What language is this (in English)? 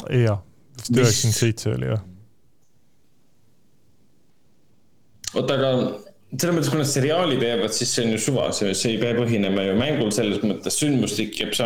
Estonian